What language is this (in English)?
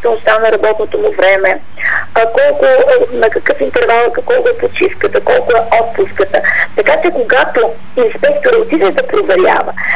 Bulgarian